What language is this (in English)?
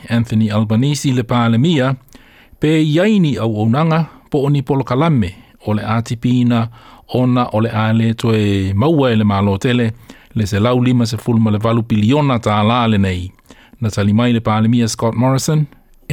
Samoan